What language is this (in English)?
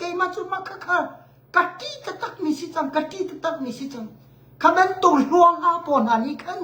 Hakha Chin